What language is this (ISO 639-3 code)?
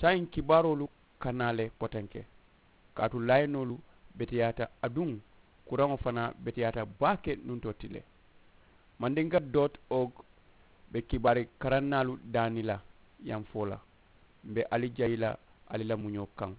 man